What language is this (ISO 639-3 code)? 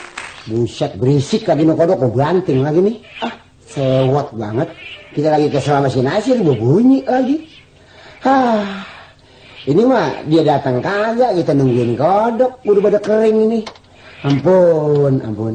bew